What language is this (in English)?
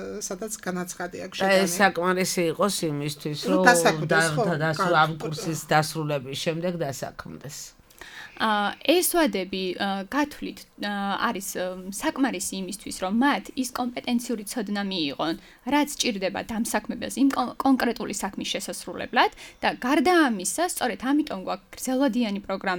Georgian